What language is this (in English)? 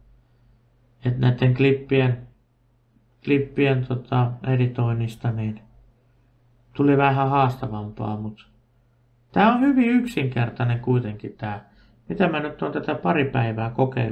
Finnish